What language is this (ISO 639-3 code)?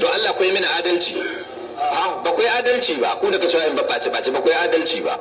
hau